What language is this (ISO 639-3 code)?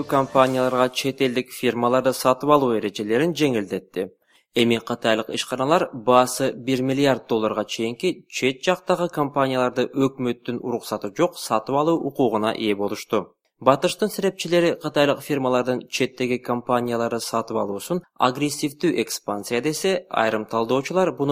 kir